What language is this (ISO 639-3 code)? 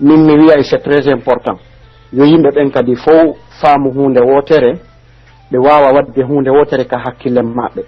fuf